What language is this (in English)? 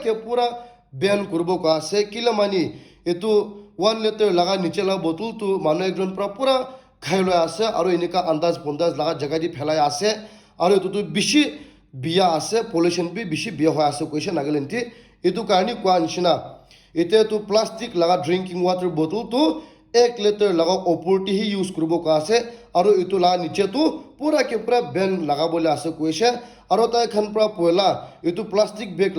Naga Pidgin